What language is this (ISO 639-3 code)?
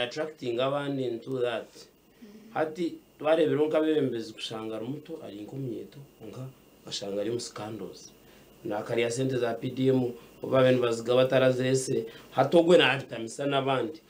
nyn